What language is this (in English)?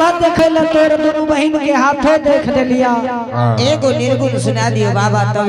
Angika